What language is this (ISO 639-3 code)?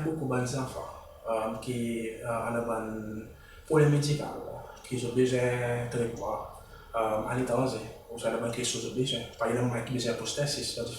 crs